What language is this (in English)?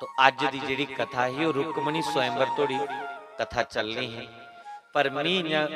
Dogri